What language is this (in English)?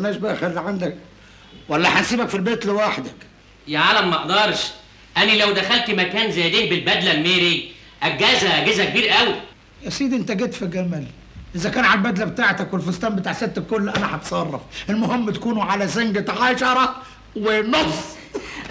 Egyptian Arabic